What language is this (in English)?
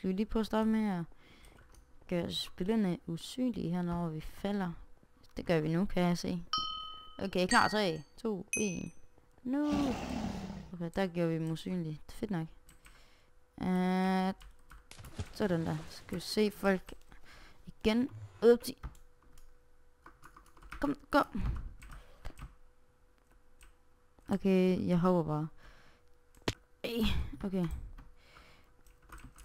Danish